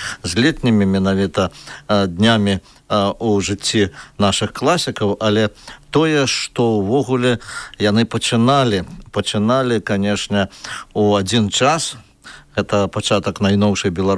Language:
Belarusian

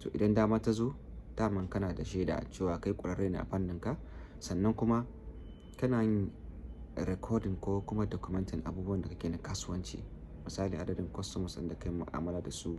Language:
Hausa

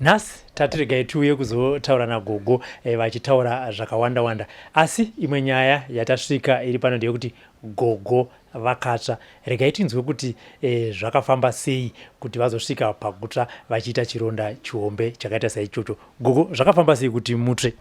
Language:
Shona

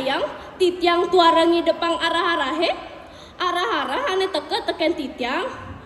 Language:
Balinese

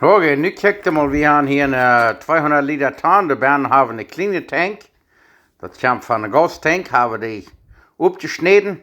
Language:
Plautdietsch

